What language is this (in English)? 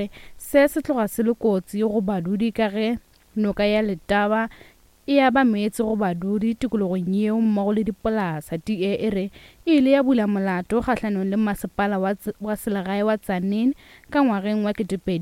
Northern Sotho